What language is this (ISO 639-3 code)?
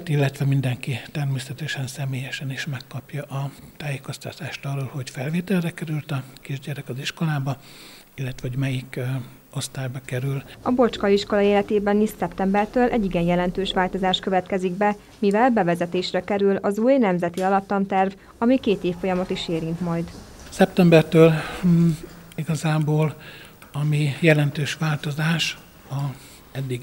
hun